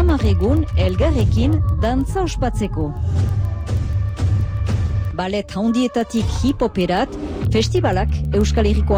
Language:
Basque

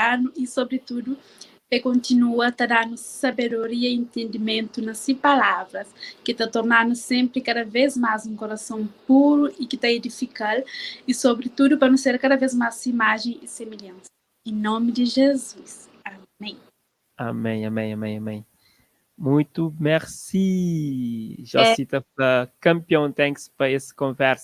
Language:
Kabuverdianu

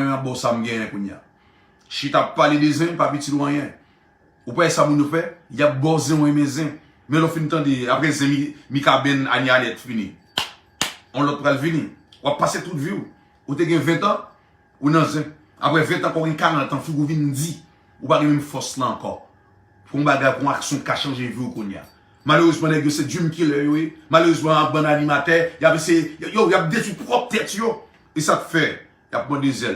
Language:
Haitian Creole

